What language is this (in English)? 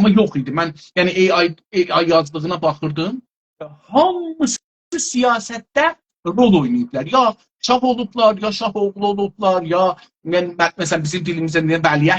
South Azerbaijani